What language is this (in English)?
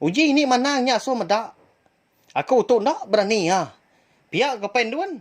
Iban